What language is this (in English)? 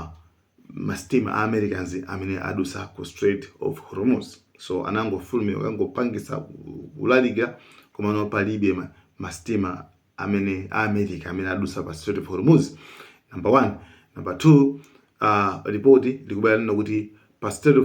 Nyanja